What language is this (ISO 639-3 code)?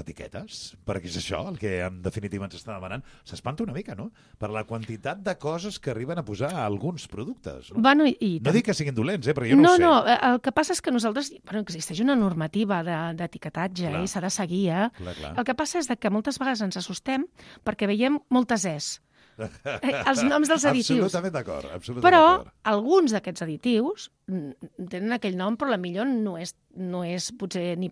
cat